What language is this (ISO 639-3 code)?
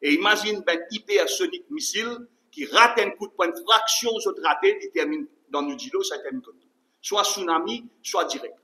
mfe